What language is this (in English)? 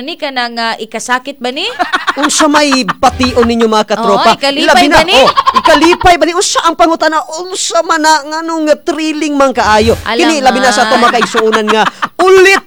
Cebuano